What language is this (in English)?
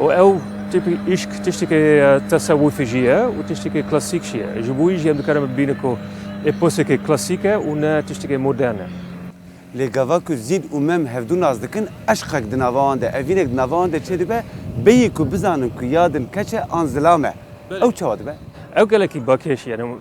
Kurdish